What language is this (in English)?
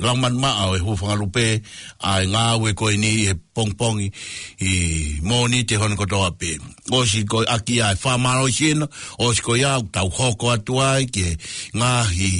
Tongan